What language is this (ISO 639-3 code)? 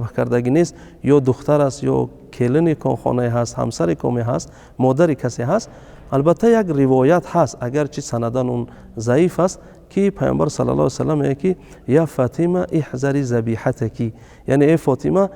tgk